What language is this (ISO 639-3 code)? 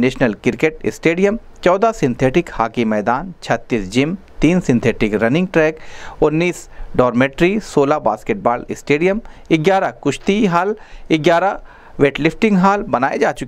hin